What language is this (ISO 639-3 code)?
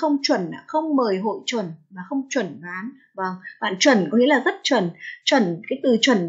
vie